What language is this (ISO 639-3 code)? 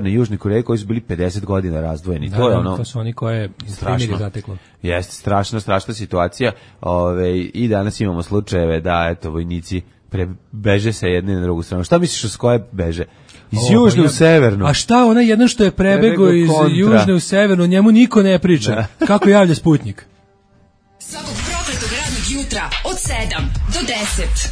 srp